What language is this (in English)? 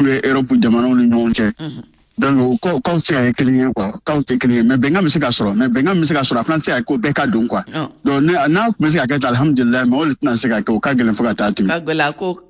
Bambara